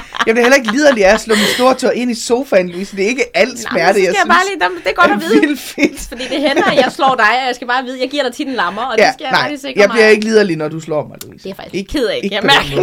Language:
Danish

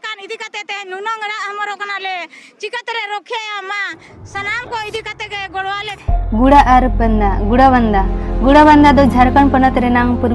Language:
Santali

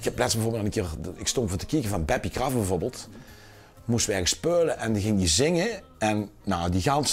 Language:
Limburgish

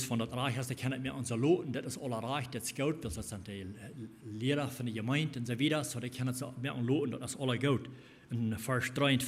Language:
Plautdietsch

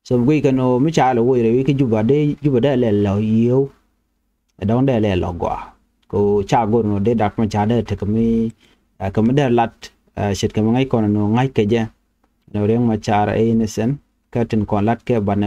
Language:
Nuer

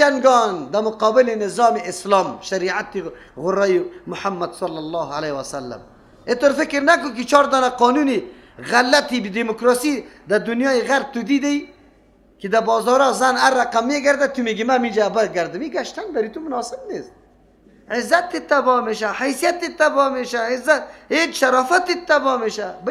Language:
Persian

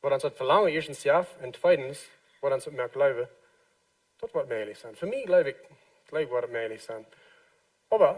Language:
Plautdietsch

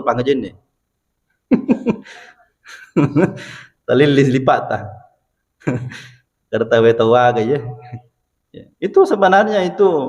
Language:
Buginese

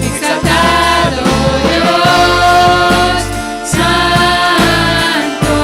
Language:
Plautdietsch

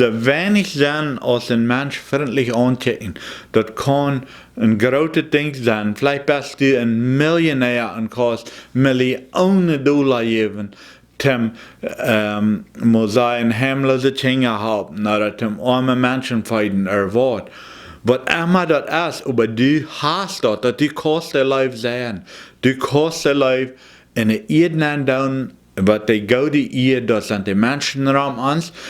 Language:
Plautdietsch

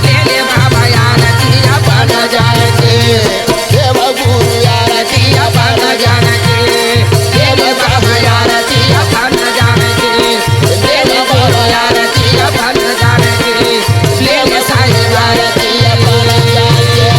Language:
Chhattisgarhi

